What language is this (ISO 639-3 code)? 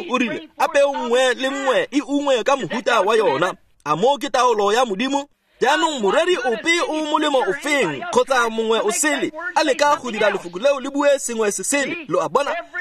tsn